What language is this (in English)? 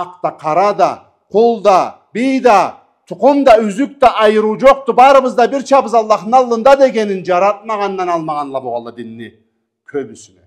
Karachay-Balkar